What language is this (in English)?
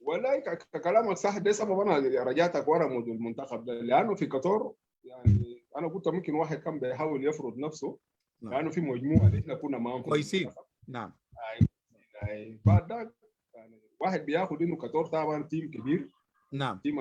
Sudanese Arabic